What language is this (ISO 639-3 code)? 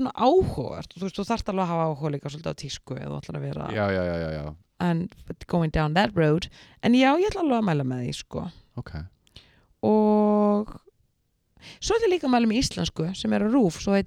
isl